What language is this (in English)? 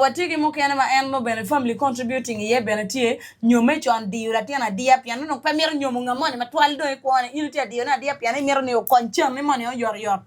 Acoli